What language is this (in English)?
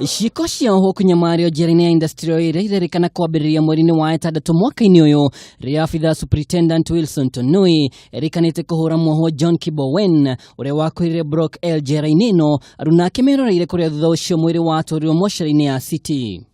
Kikuyu